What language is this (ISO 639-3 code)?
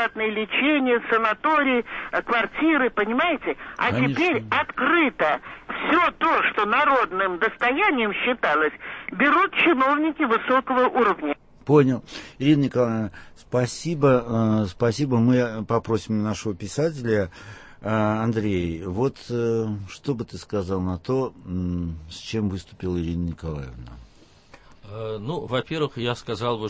rus